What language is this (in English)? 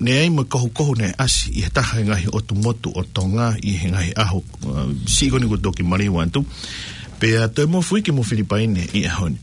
Tongan